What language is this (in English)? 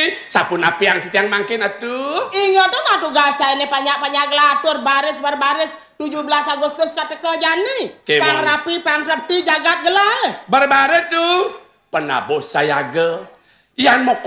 Balinese